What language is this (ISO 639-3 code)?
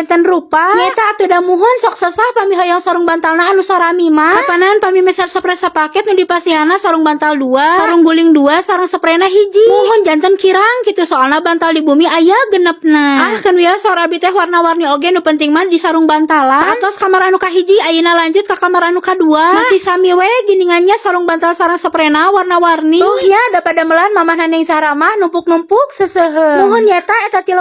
sun